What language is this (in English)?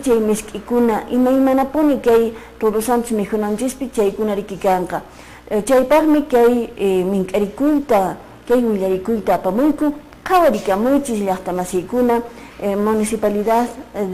Quechua